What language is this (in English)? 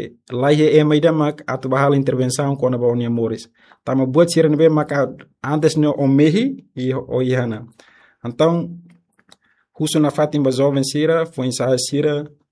Tetum